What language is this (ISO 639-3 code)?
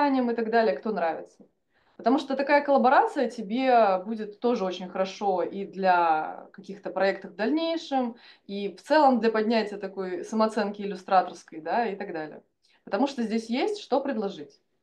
rus